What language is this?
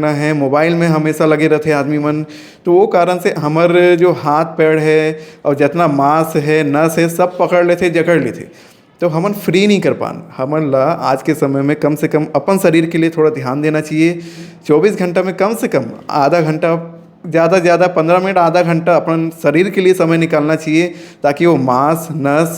Chhattisgarhi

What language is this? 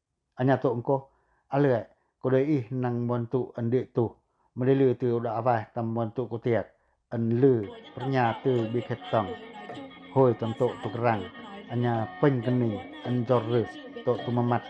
Pacoh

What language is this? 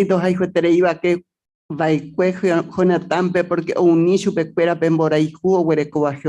Guarani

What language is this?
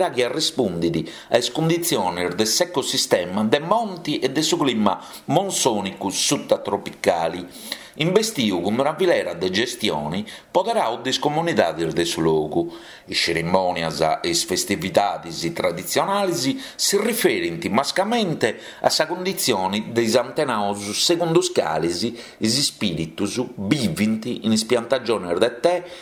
Sardinian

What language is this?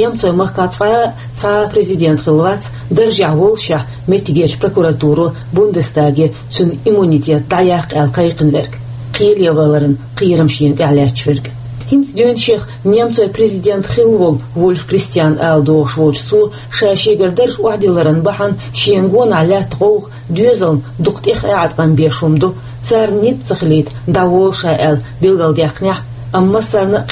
Chechen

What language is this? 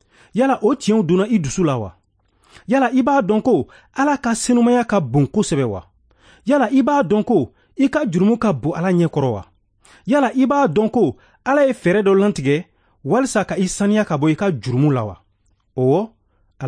Bambara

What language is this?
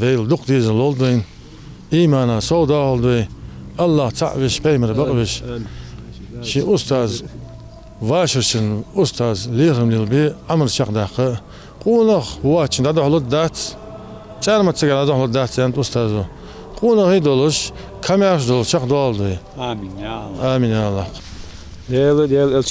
Ingush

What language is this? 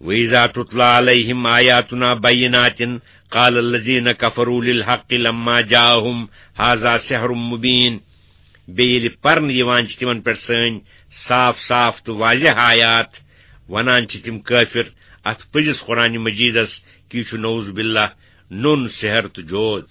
Kashmiri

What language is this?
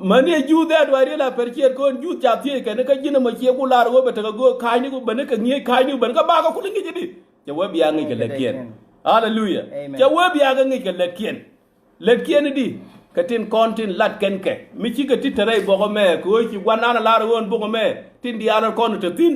Nuer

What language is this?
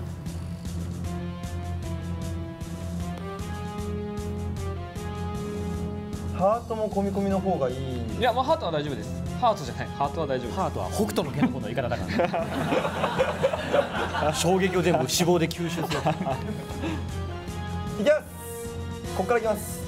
Japanese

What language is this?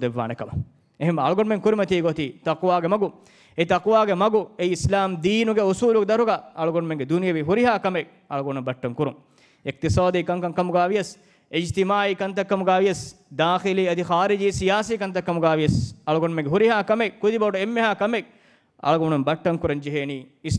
Divehi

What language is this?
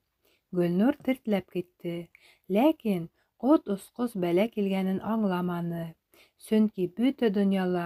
Bashkir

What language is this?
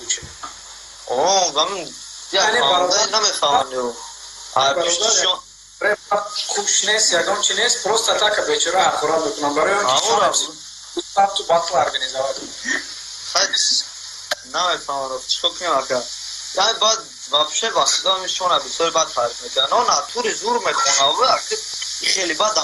Tajik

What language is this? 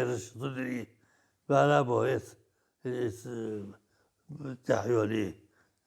Chechen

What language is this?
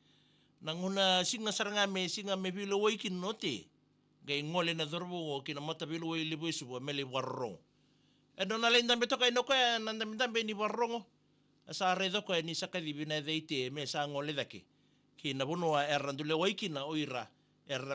Fijian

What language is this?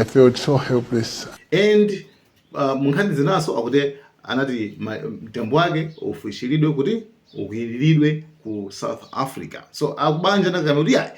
Nyanja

